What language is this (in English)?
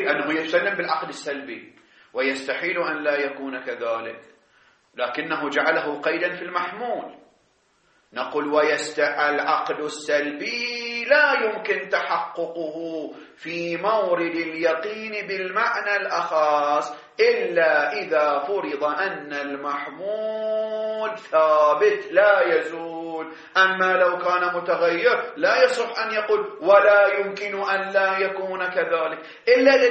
Arabic